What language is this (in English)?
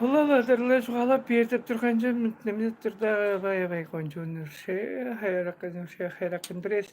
Tuvinian